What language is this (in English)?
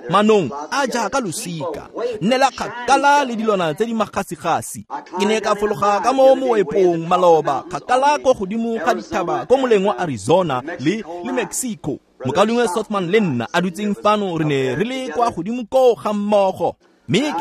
Tswana